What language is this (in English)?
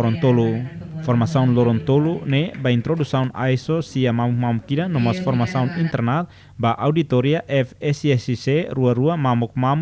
Tetum